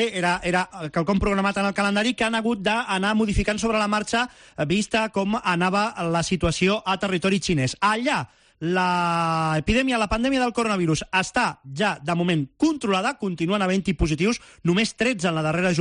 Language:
Catalan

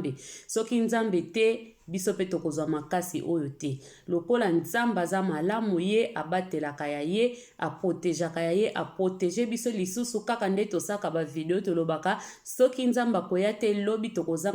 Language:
Lingala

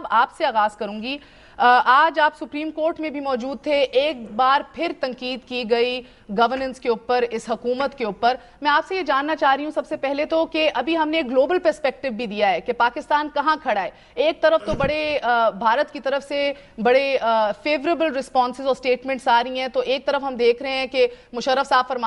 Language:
Urdu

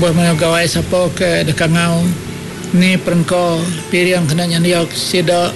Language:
Iban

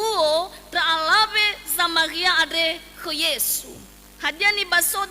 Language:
Nias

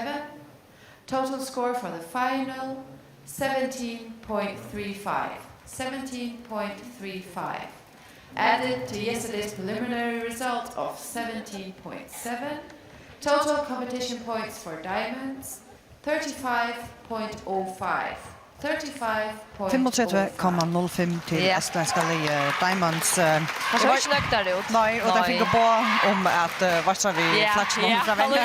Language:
Faroese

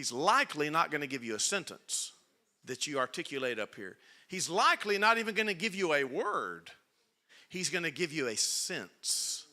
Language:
English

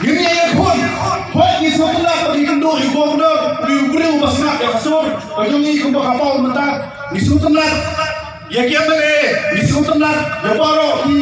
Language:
Khasi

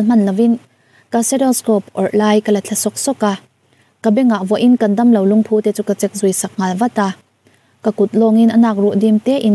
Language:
Mizo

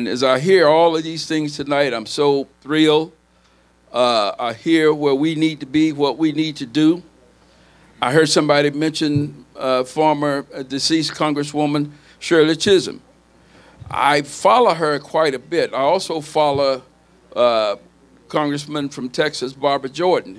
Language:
English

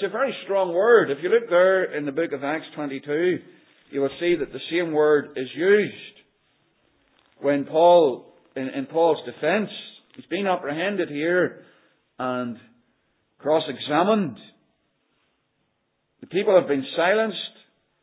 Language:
English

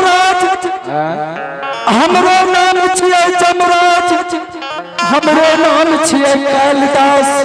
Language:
Angika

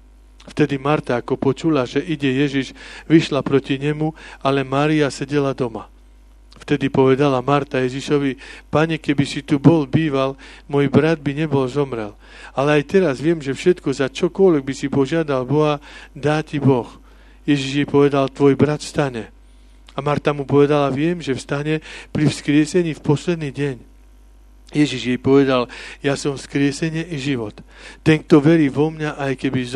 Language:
Slovak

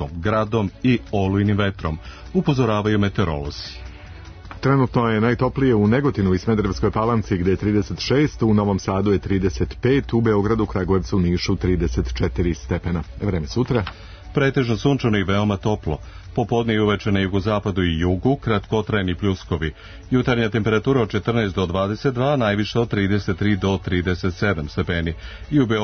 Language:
Serbian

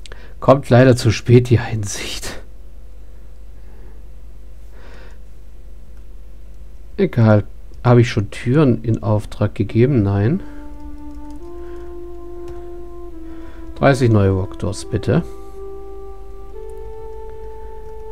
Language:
German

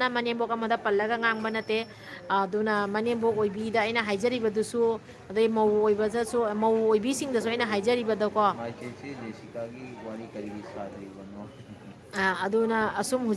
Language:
Manipuri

